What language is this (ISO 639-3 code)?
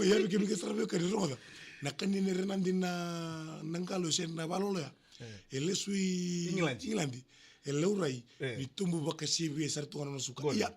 fij